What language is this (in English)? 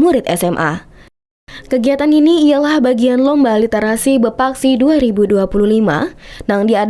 Banjar